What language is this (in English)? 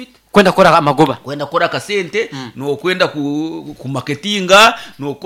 Nyankole